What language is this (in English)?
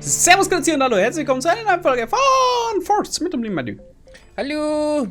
Bavarian